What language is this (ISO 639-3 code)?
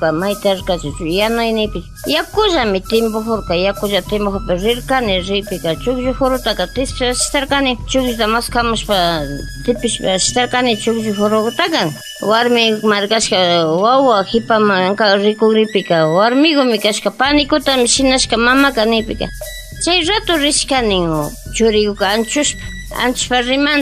qvi